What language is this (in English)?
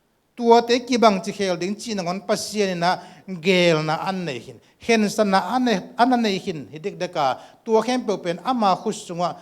Tedim Chin